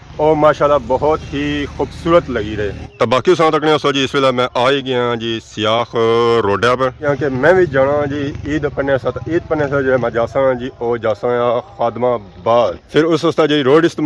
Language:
Pahari-Potwari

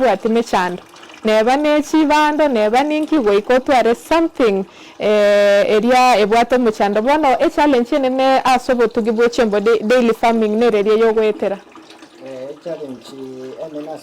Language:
Gusii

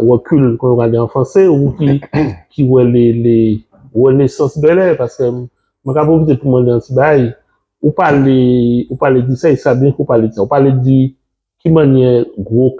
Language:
Haitian Creole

